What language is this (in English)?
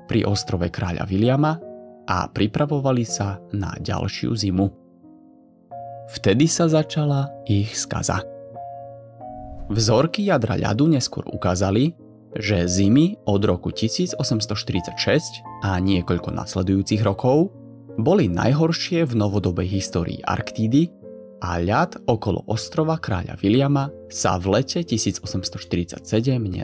Slovak